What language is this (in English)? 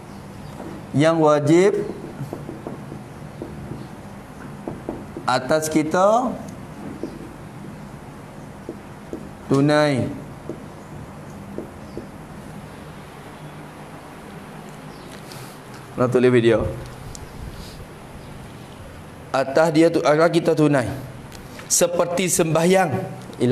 Malay